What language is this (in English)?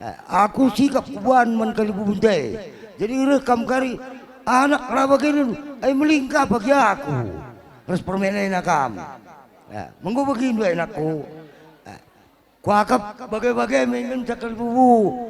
Batak Karo